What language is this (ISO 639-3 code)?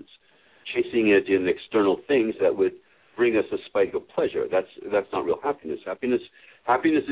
eng